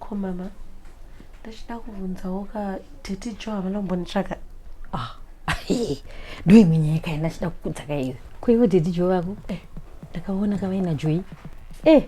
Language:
Shona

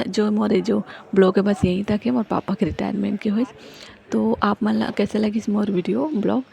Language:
Chhattisgarhi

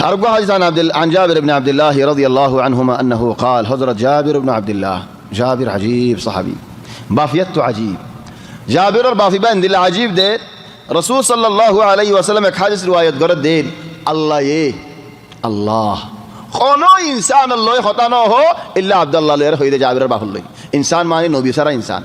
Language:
Rohingya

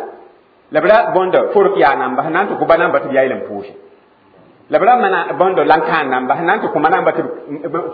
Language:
Mossi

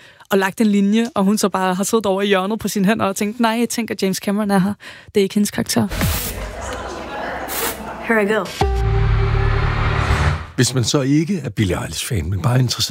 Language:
Danish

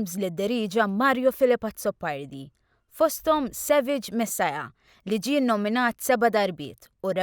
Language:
Maltese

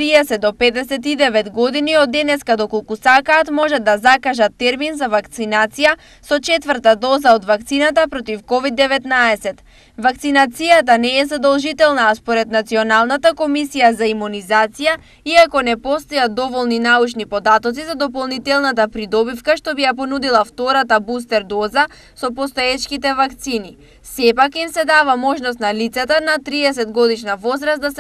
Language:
Macedonian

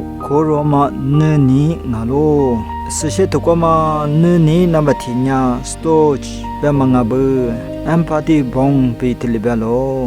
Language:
Lisu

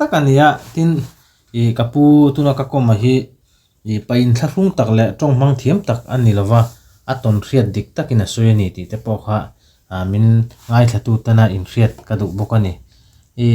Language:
Mizo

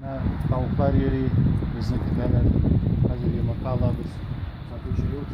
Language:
Tatar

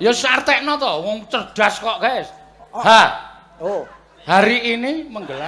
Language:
Javanese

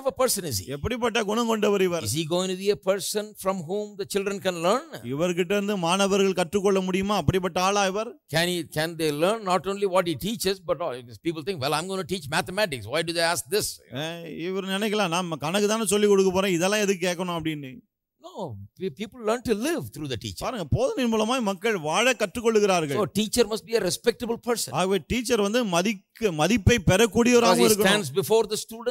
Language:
Tamil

